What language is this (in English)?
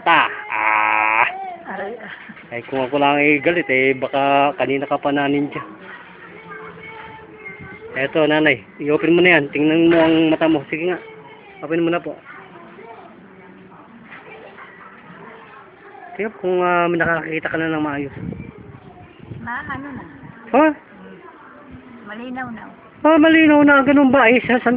Filipino